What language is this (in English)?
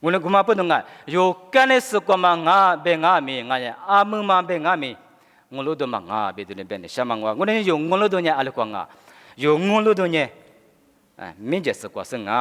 Lisu